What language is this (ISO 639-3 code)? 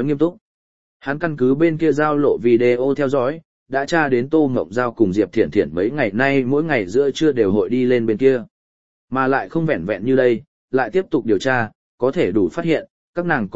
vie